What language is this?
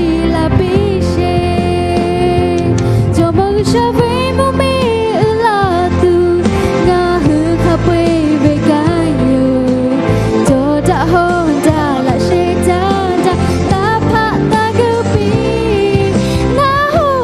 Lahu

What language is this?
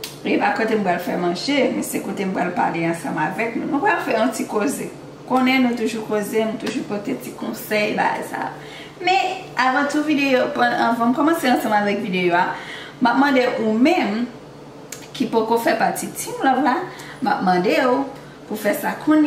Haitian Creole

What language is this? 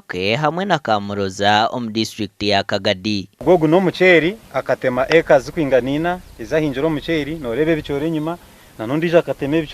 Nyankole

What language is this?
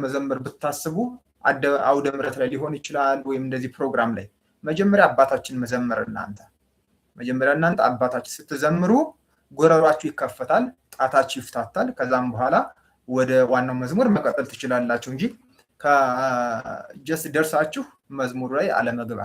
Amharic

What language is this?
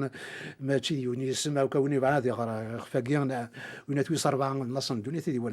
Kabyle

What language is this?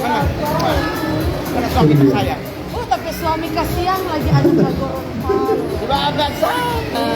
Manado Malay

